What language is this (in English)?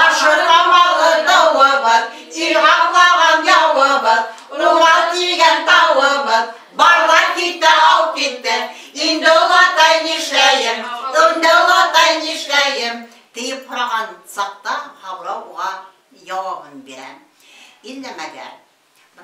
Bashkir